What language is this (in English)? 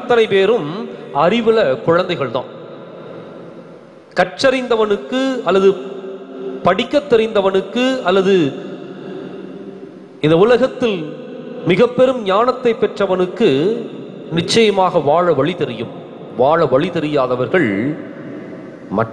Tamil